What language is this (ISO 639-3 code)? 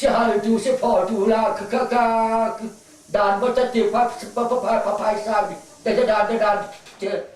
cnh